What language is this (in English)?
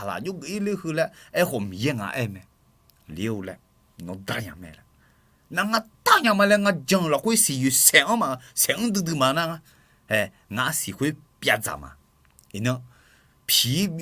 Akha